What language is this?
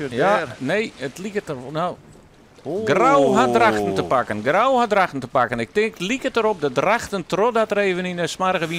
Western Frisian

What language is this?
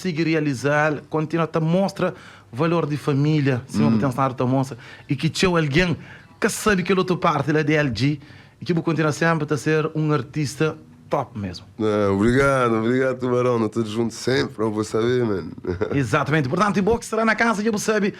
Kabuverdianu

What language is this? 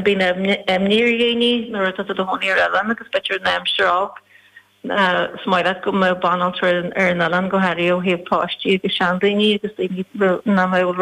Irish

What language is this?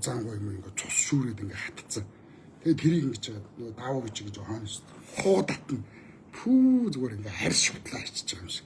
Mongolian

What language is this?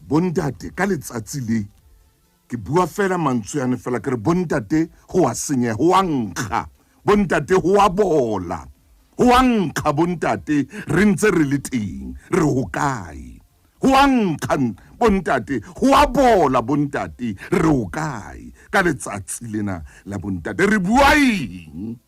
Southern Sotho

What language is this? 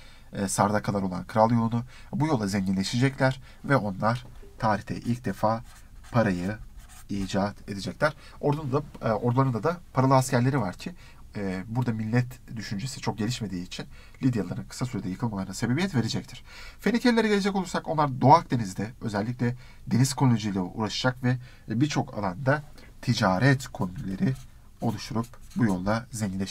Turkish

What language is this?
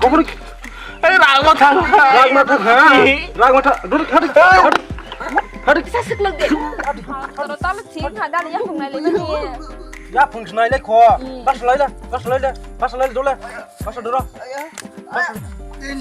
Kok Borok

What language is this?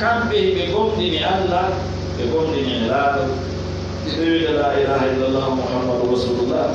Fula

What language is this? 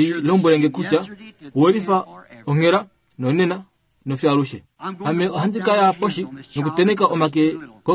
Kuanyama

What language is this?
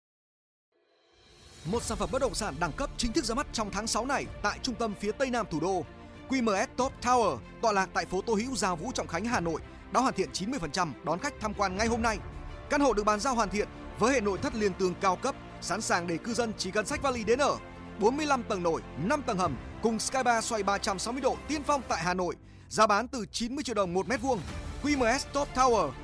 Vietnamese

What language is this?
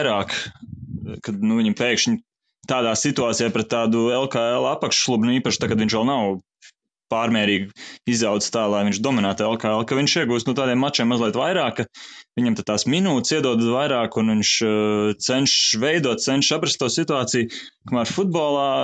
Latvian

